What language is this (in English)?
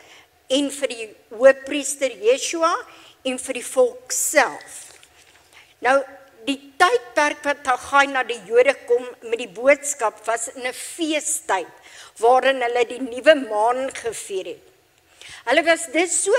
Afrikaans